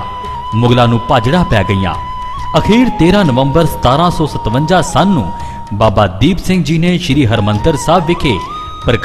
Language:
Punjabi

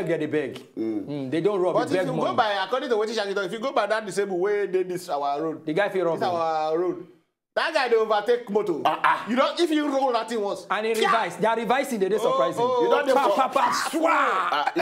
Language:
Nigerian Pidgin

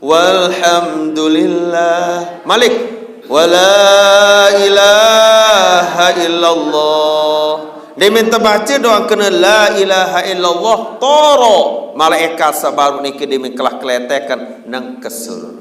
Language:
Sasak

